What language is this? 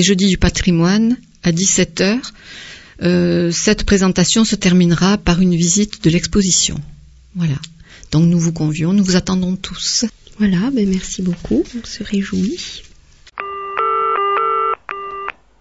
French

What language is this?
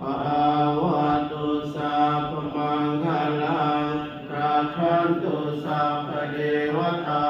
Pali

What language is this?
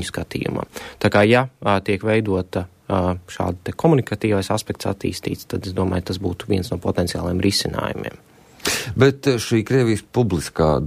Latvian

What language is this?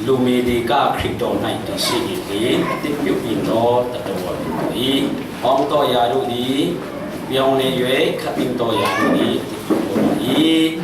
Falam Chin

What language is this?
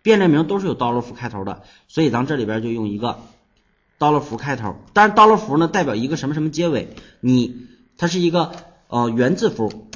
Chinese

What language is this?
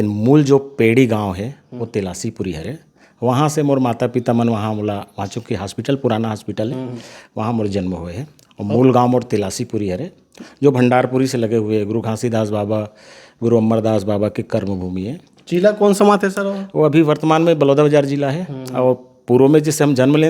Chhattisgarhi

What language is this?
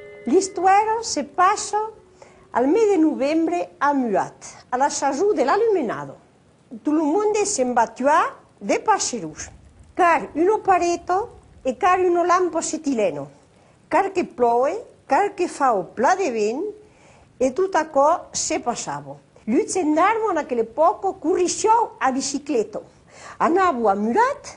Occitan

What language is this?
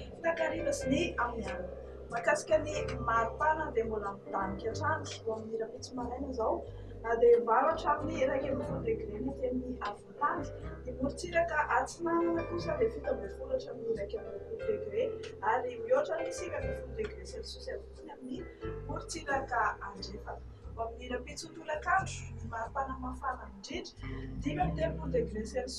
Malagasy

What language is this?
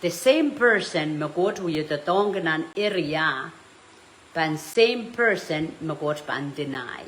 Pohnpeian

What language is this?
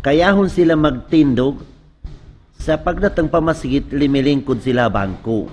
Tausug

